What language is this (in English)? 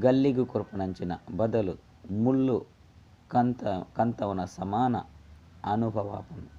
Tulu